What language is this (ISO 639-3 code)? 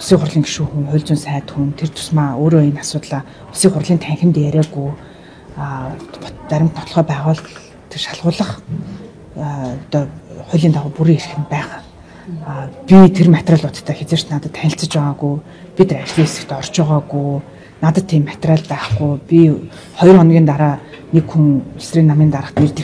mon